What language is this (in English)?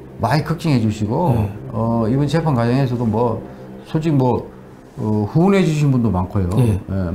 Korean